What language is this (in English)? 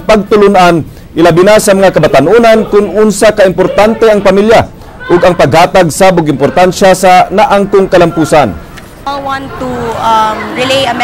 Cebuano